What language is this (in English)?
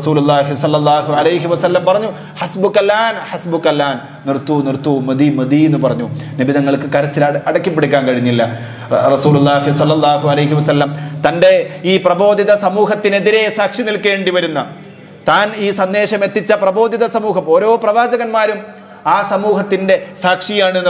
Malayalam